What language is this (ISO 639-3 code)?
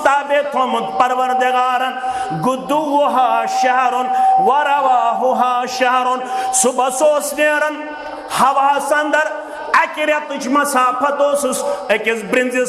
kas